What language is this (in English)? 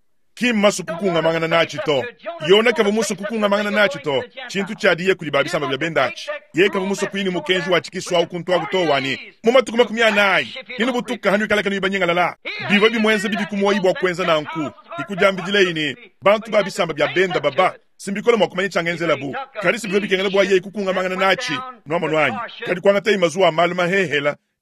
Luba-Lulua